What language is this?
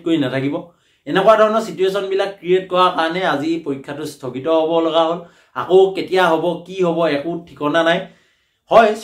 Assamese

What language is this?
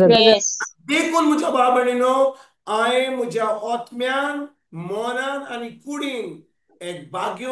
Konkani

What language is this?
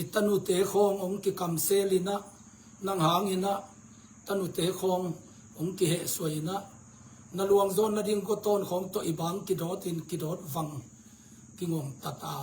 Tedim Chin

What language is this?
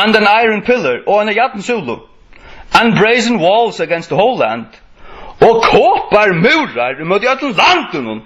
Faroese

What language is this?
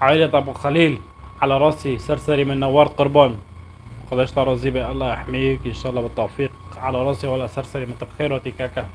North Levantine Arabic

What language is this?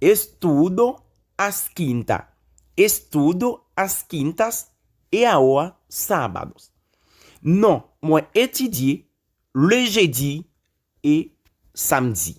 Haitian Creole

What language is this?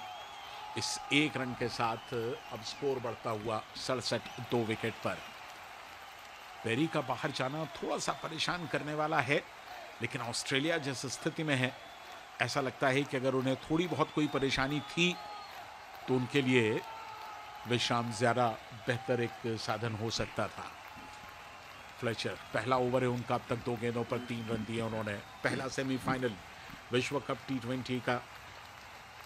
Hindi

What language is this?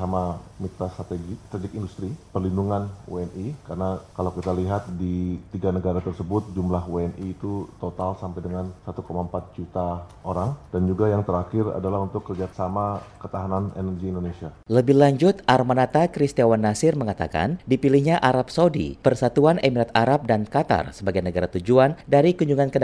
Indonesian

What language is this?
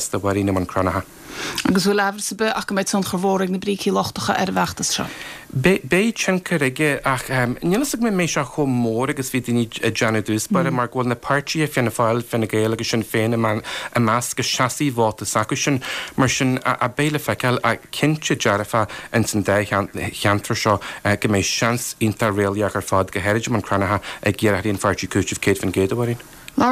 Irish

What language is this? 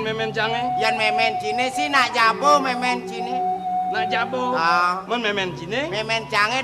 Balinese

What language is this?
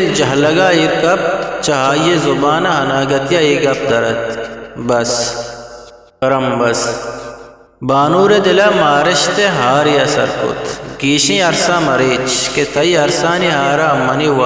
Eastern Balochi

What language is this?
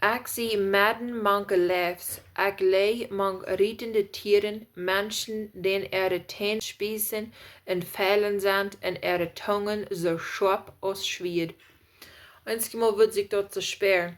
Plautdietsch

